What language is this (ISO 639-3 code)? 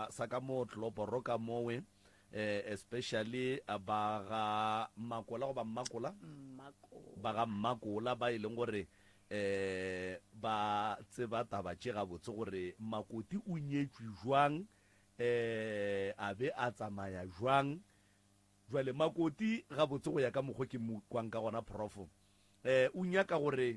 nso